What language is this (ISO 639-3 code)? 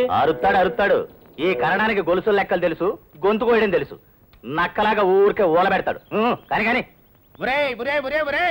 tel